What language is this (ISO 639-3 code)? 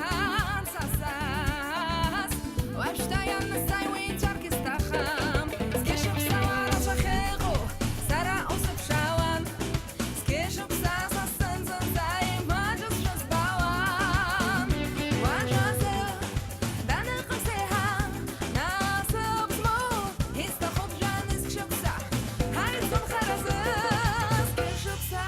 abk